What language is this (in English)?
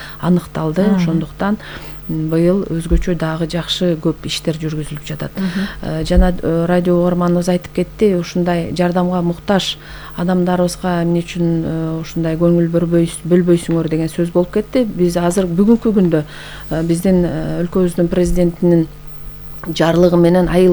Kyrgyz